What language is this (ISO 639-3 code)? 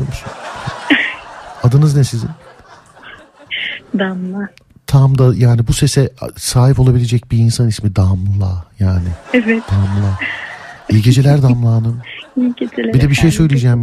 tur